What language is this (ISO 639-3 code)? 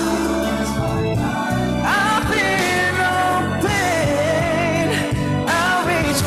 fil